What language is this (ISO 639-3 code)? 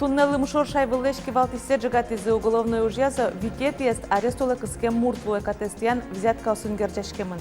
udm